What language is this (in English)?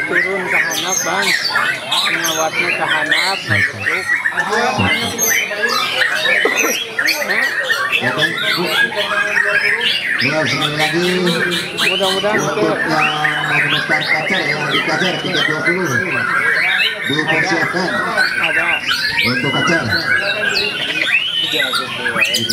Indonesian